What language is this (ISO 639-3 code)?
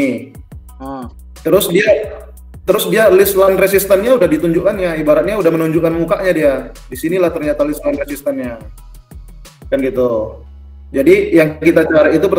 ind